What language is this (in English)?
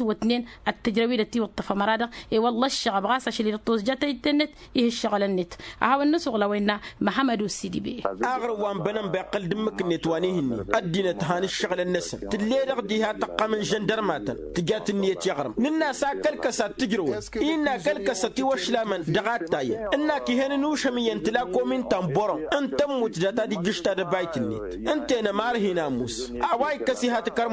Tamasheq